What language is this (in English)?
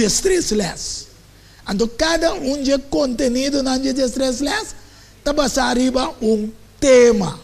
Papiamento